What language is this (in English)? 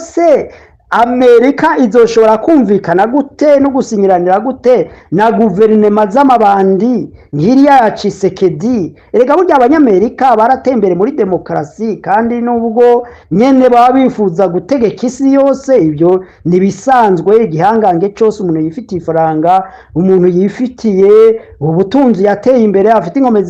Rundi